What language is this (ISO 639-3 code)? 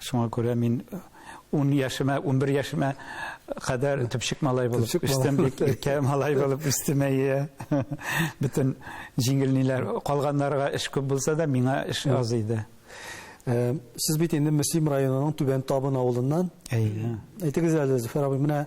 tat